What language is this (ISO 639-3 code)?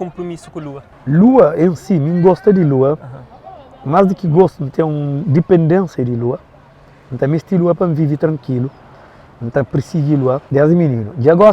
kea